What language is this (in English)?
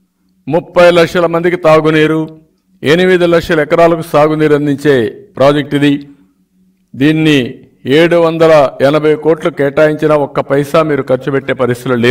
Telugu